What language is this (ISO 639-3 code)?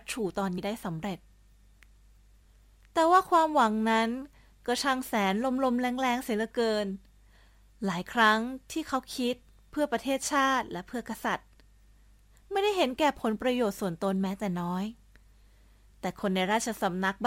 tha